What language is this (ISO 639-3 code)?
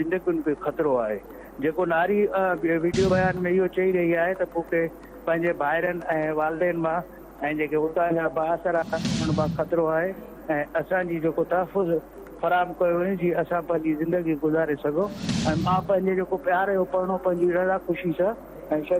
snd